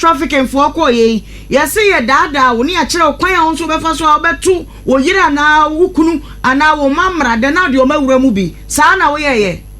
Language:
Akan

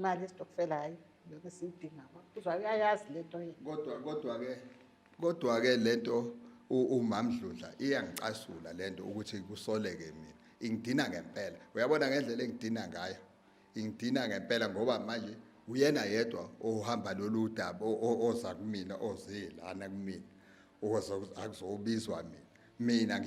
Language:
Zulu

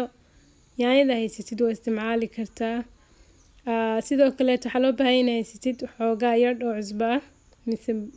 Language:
Somali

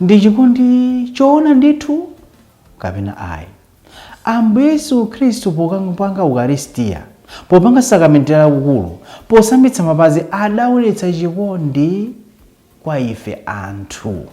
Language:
Nyanja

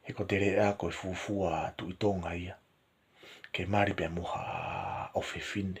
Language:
Tongan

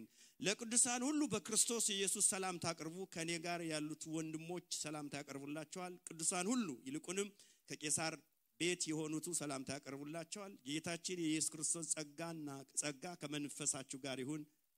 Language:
Amharic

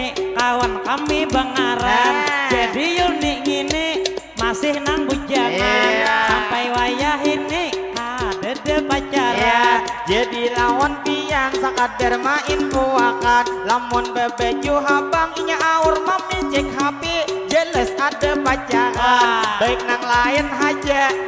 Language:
Banjar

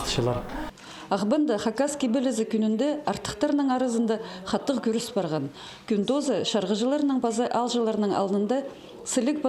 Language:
Khakas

